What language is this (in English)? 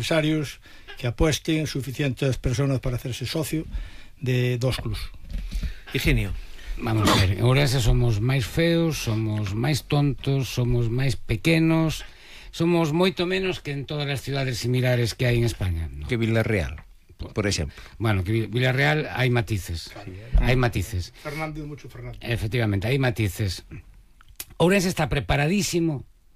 Galician